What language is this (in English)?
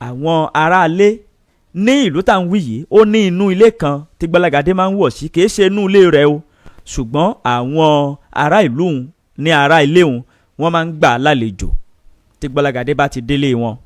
Yoruba